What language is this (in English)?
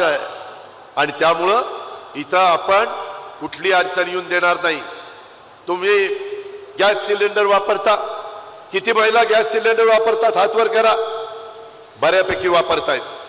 Marathi